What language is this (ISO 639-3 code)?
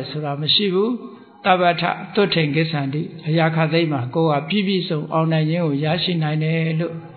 mya